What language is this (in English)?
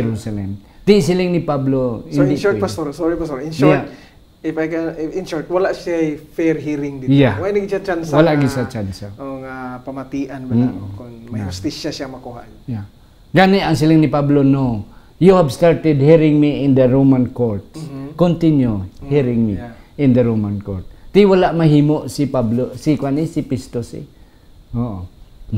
Hiligaynon